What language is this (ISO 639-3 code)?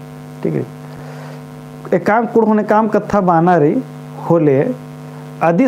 kru